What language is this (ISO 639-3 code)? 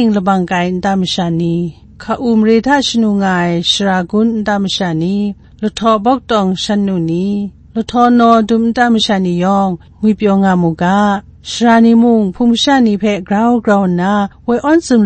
kac